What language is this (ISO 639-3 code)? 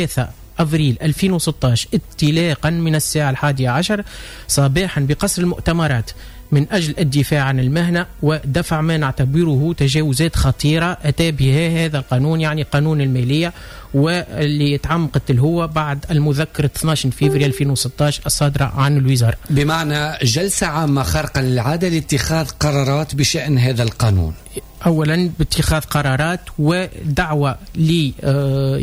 aeb